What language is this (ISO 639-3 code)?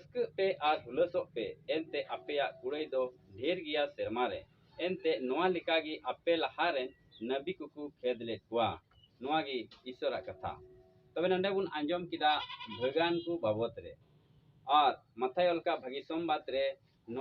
sat